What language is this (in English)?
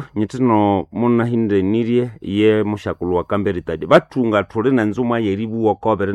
Nande